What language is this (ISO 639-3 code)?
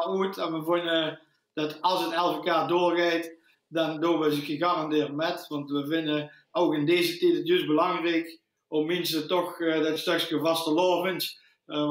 lim